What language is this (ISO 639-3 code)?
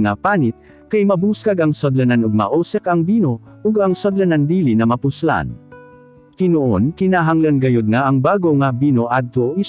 ceb